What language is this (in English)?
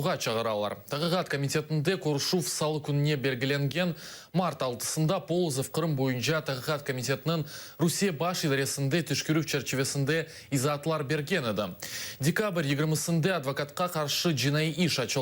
Crimean Tatar